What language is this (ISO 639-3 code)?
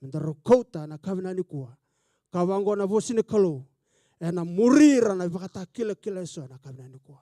fij